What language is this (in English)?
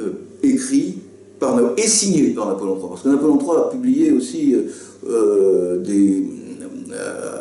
French